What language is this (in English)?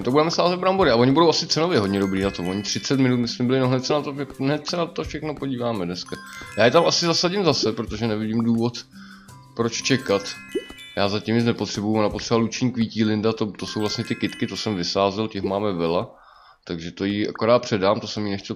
Czech